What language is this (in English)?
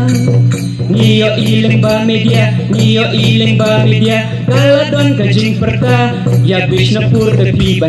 Khasi